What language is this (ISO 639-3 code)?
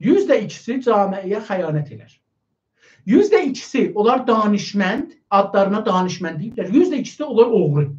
azb